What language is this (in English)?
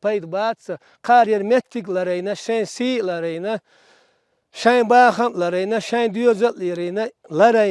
Chechen